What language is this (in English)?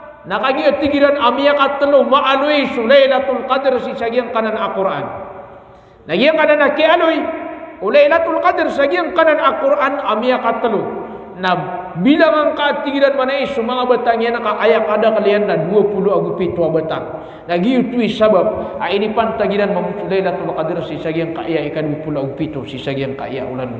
Maranao